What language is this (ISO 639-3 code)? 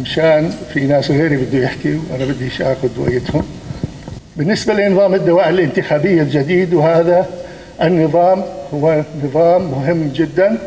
apc